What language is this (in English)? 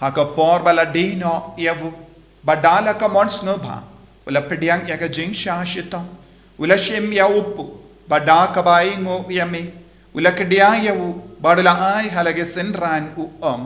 Khasi